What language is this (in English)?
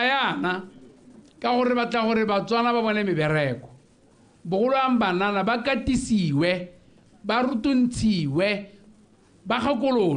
Tswana